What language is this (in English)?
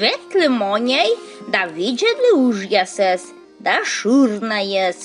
Komi